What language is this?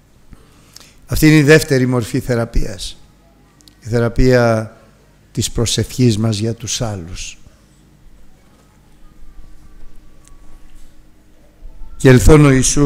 Greek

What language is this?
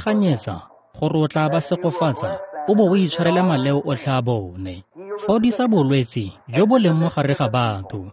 Tswana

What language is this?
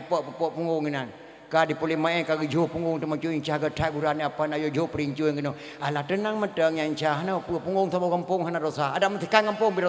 Achinese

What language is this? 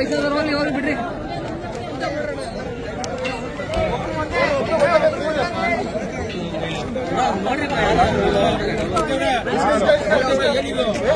Kannada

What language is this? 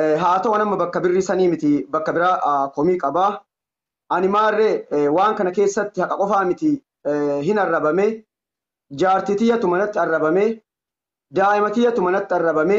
Oromo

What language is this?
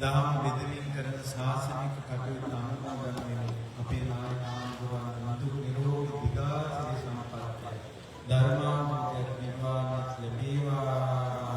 Sinhala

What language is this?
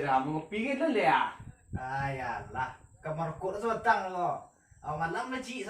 Minangkabau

